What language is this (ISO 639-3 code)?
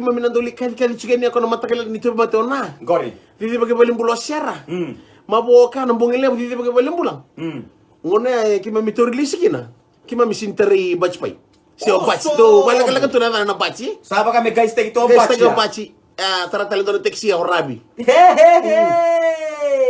fij